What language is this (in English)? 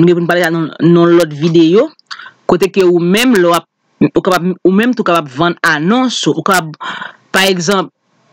Haitian Creole